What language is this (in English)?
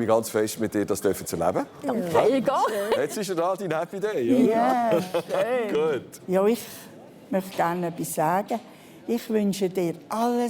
Swiss German